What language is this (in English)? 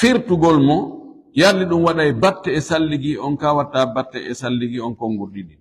Fula